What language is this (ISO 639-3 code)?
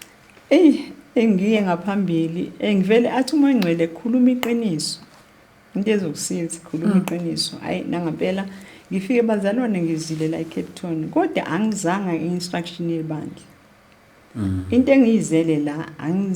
zul